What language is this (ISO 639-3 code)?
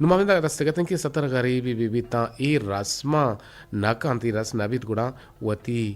bgp